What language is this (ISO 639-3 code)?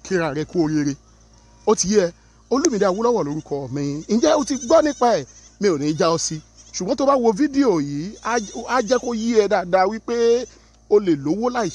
yor